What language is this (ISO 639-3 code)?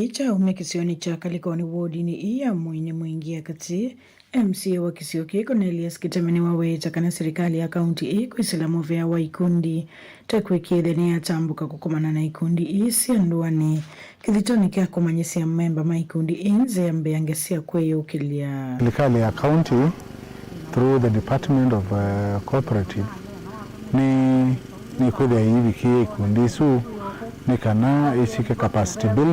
kam